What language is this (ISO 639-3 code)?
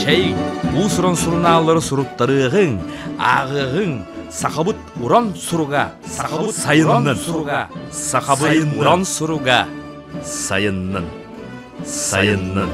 sah